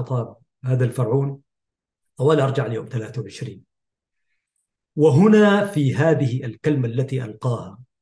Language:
Arabic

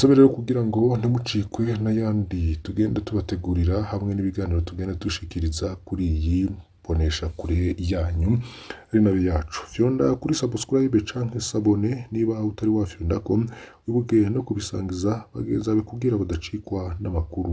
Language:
Rundi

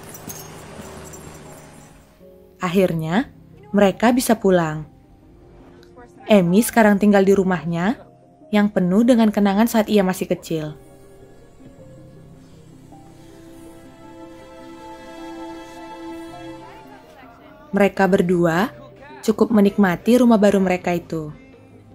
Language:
Indonesian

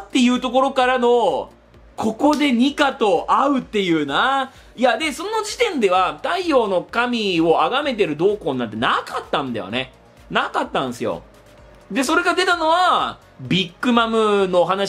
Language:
Japanese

